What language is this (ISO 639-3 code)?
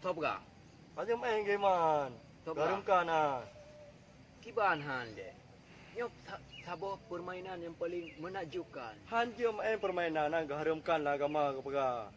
ace